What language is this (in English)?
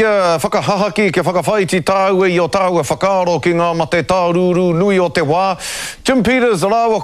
Māori